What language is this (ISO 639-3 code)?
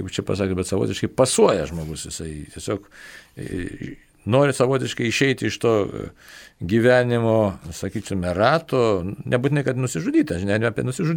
lit